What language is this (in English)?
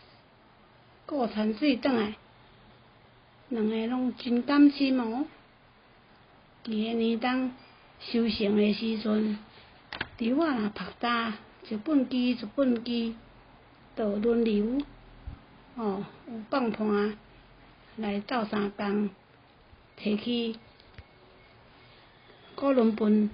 Min Nan Chinese